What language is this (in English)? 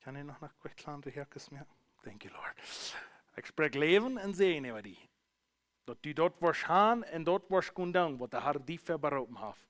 Plautdietsch